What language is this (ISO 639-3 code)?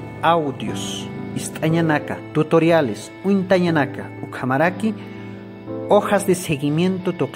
aym